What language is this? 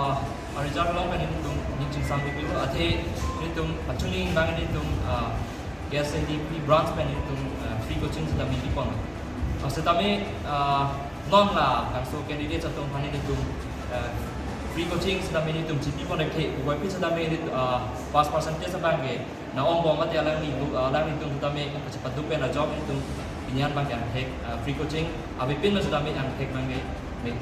Karbi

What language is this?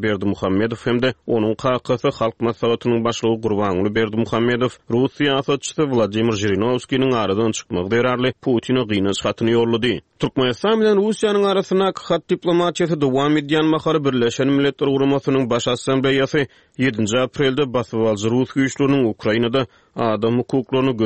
Turkmen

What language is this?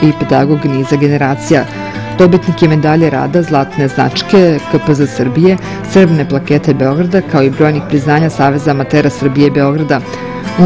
Serbian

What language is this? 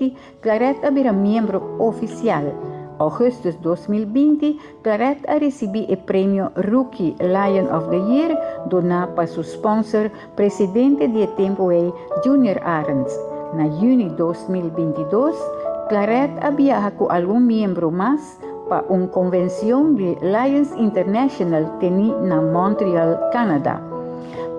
Papiamento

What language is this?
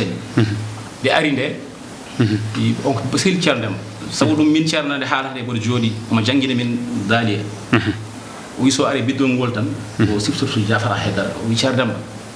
Fula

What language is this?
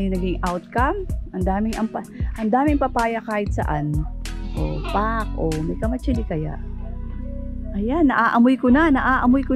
Filipino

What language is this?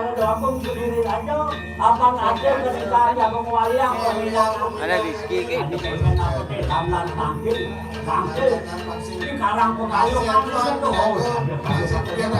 Balinese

